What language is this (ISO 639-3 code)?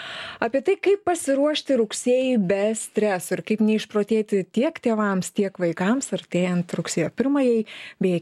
lit